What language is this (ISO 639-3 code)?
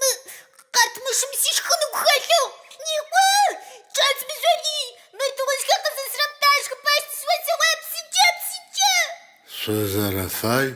ady